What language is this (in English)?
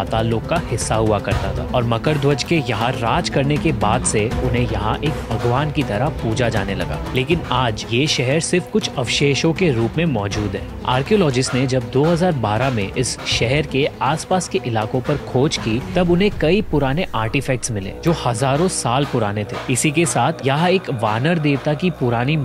Hindi